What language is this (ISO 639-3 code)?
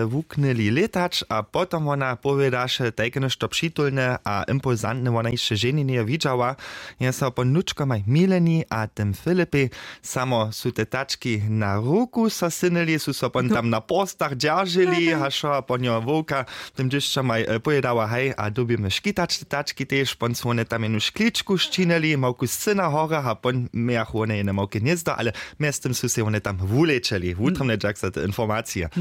hsb